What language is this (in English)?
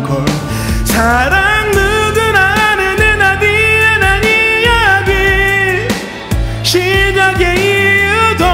Korean